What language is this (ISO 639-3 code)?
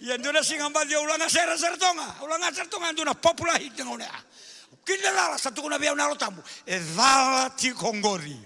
fij